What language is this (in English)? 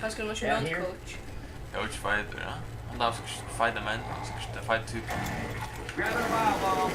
Faroese